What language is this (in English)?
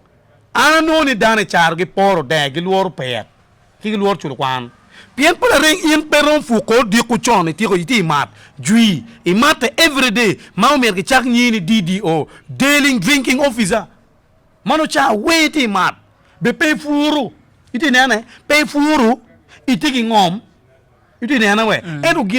Acoli